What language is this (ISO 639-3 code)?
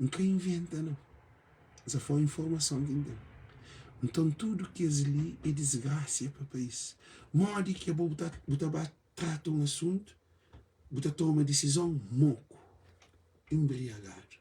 kea